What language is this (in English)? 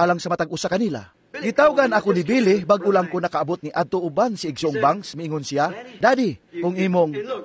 Cebuano